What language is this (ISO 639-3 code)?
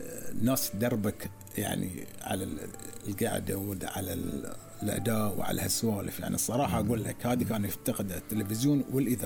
afb